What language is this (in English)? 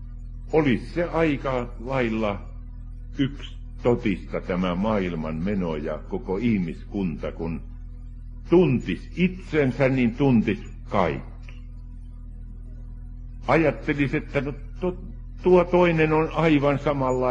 Finnish